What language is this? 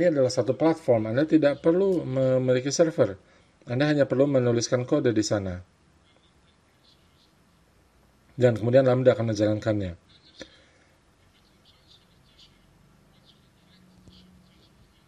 Indonesian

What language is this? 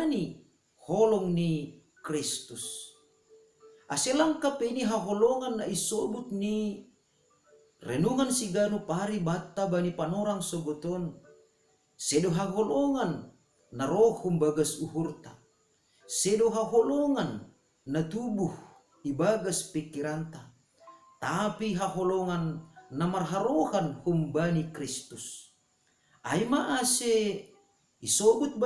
Batak Simalungun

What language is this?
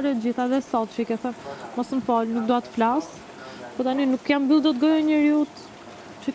Albanian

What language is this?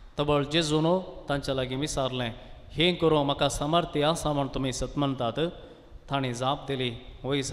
Konkani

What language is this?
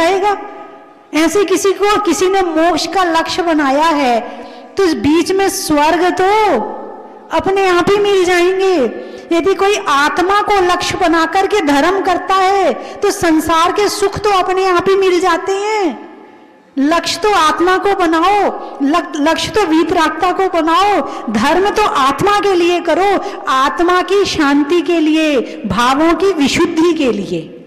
Hindi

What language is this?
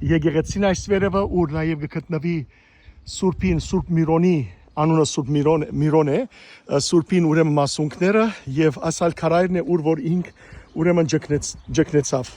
Western Armenian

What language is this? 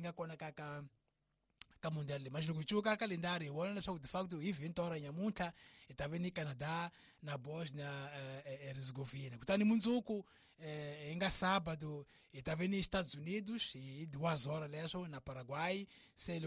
Tsonga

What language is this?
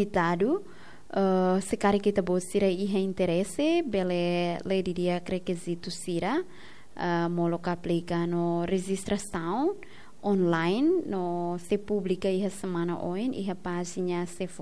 Tetum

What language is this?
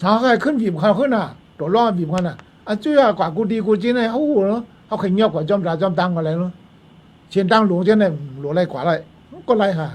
Shan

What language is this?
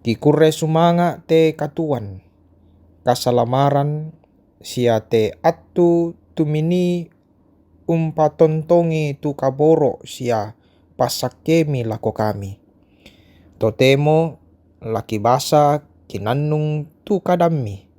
Toraja-Sa'dan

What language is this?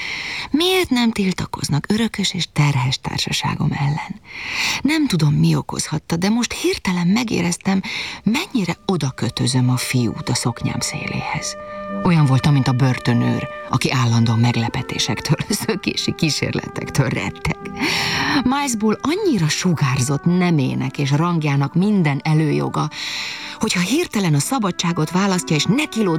Hungarian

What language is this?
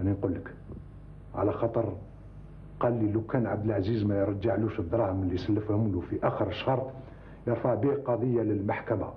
Algerian Arabic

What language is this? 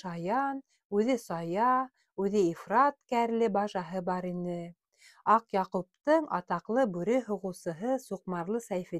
Bashkir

